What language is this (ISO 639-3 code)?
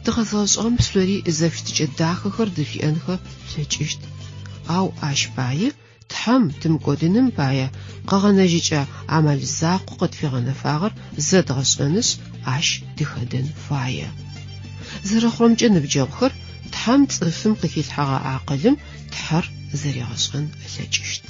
ady